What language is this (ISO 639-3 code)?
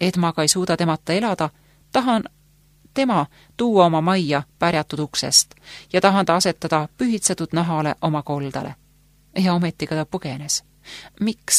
est